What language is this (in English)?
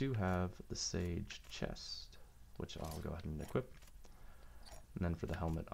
English